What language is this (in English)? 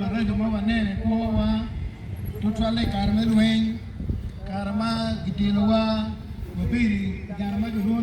Acoli